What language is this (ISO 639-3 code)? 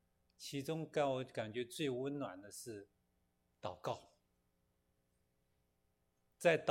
zho